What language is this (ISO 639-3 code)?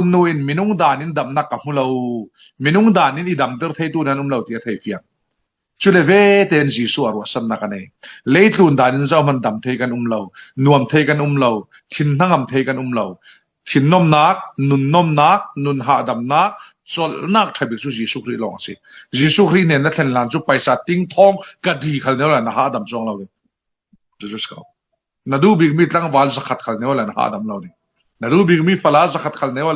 cfm